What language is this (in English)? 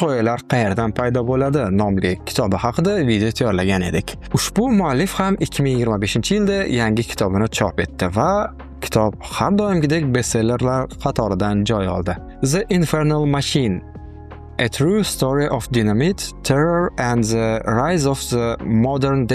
Uzbek